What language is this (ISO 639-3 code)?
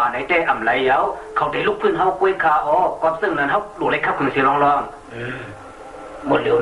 shn